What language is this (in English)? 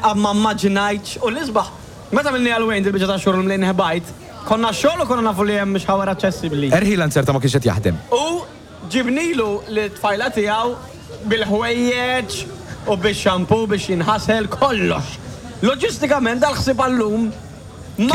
Maltese